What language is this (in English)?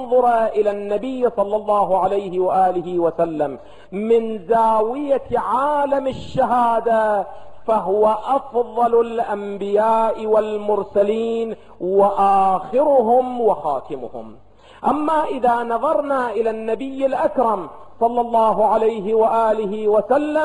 Arabic